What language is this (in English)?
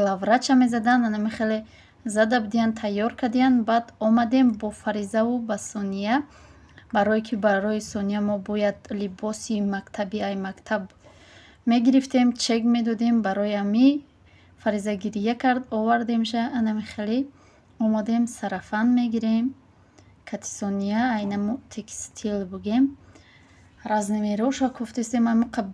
Tajik